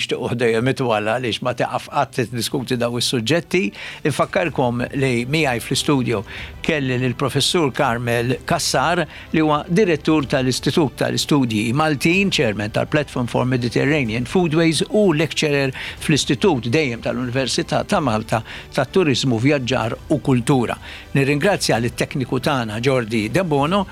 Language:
Maltese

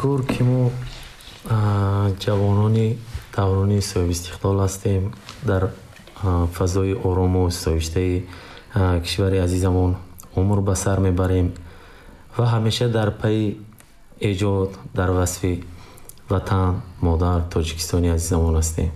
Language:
Tajik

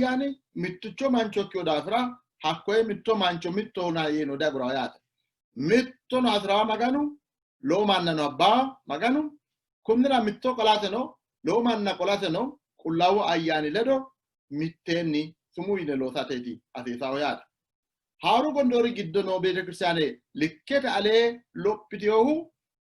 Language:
Sidamo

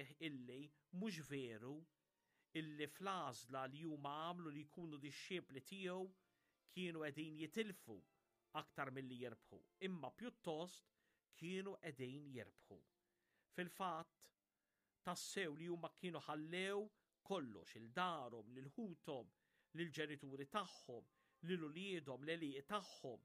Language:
Maltese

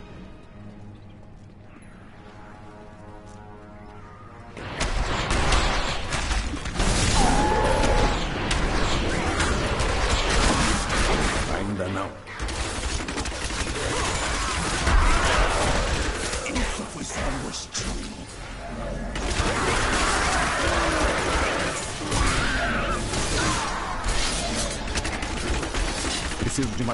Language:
Portuguese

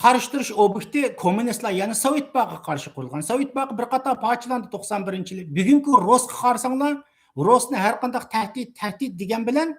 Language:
Uyghur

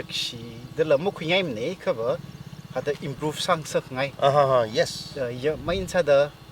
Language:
Tangkhul Naga (India)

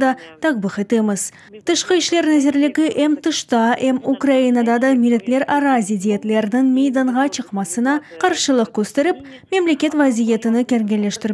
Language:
Crimean Tatar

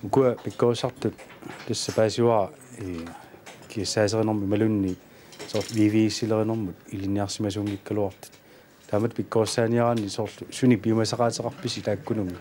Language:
Kalaallisut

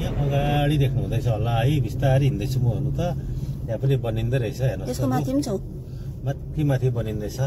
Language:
Nepali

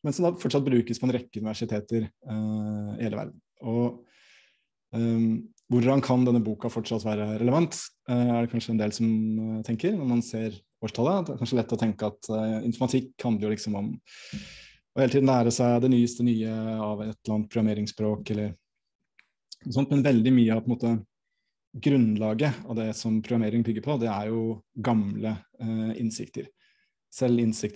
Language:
Norwegian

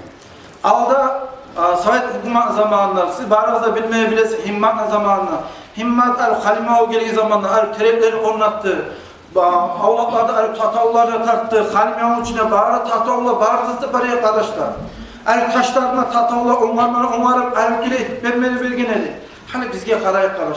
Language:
Kumyk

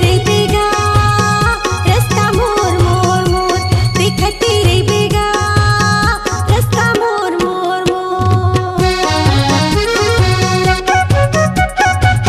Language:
Chhattisgarhi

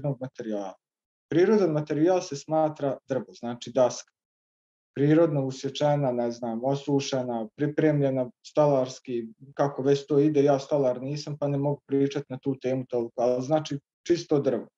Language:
Croatian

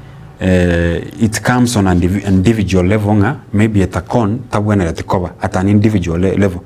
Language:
Gusii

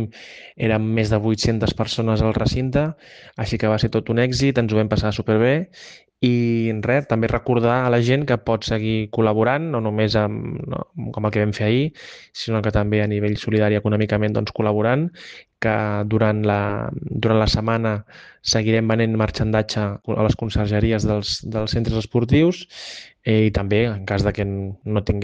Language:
Catalan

